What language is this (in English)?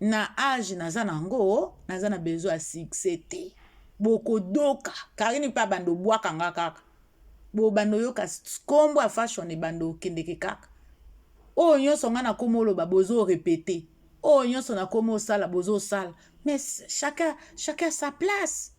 Lingala